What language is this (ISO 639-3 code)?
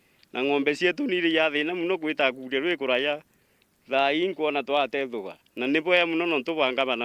mer